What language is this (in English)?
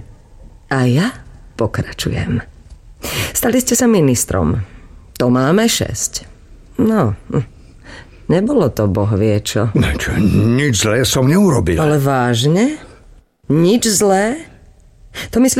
Slovak